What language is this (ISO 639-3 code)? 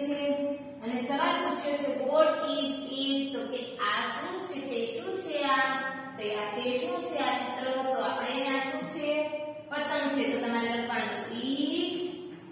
guj